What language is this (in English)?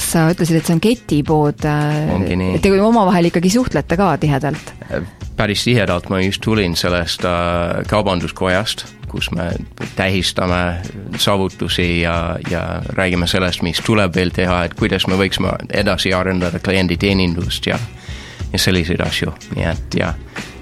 Estonian